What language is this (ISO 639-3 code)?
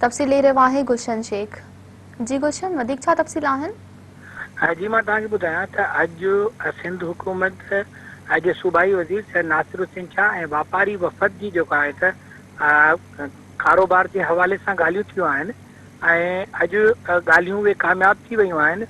snd